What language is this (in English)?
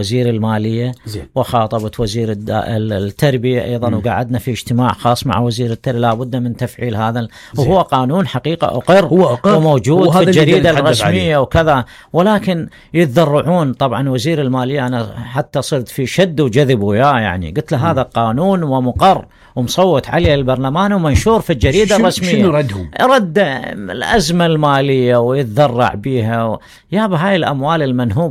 Mesopotamian Arabic